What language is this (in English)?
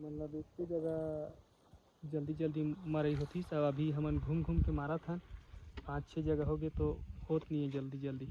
Chhattisgarhi